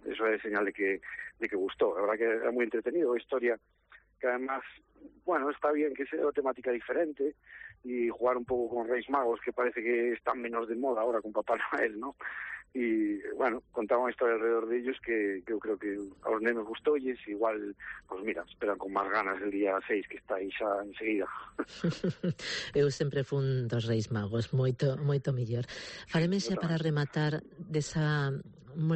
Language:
Galician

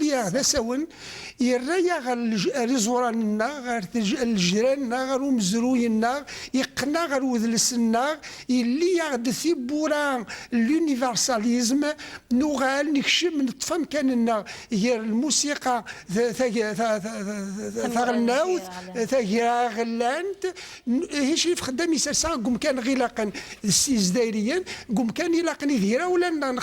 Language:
Kabyle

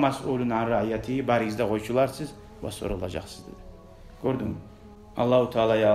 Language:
Kumyk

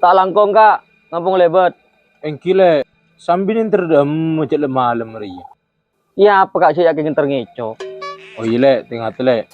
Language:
Madurese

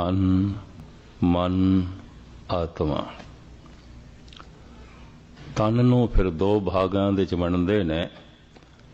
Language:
Punjabi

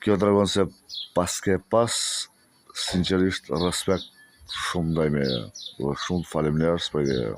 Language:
Albanian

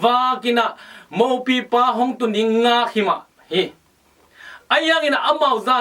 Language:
Tedim Chin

